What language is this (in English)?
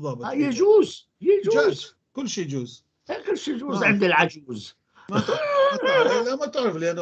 North Levantine Arabic